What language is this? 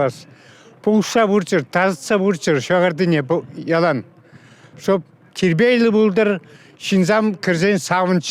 Chuvash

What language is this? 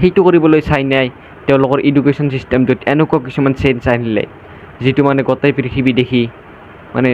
Assamese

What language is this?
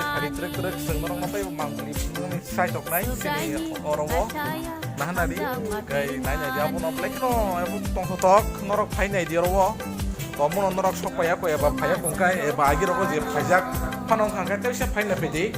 Kok Borok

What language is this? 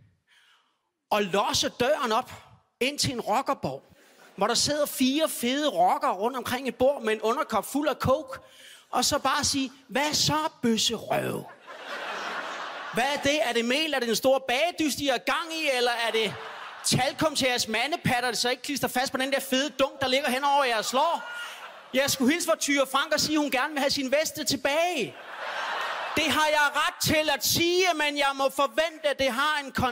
Danish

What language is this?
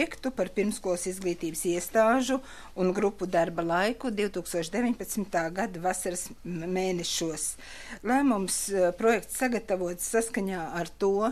Latvian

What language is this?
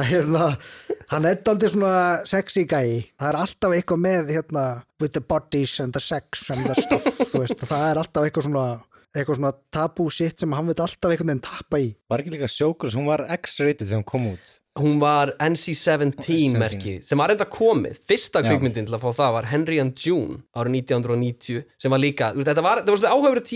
Icelandic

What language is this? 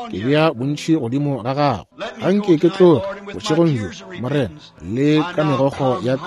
Northern Sotho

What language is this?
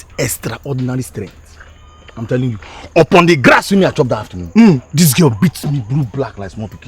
Nigerian Pidgin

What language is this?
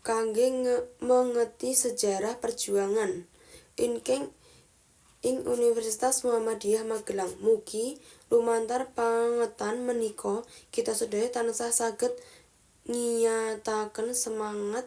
Javanese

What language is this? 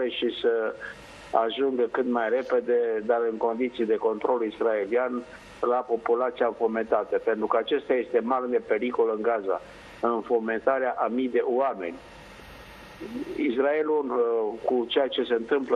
Romanian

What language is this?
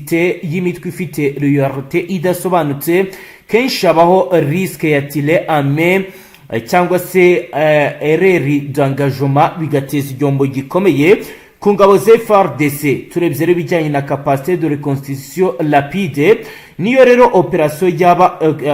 Kinyarwanda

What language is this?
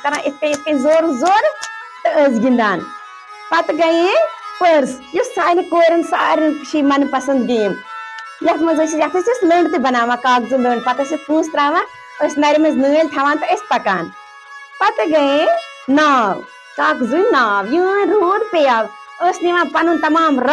Kashmiri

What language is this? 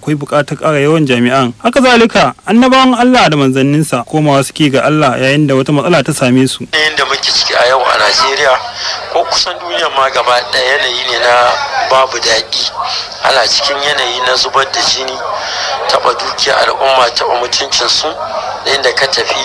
Hausa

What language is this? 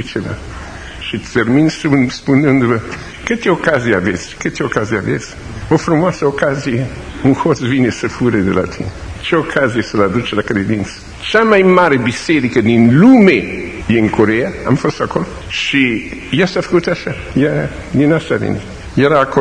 Romanian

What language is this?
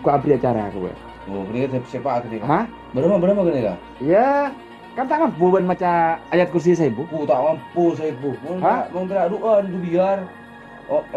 Madurese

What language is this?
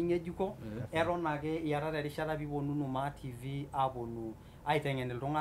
Masai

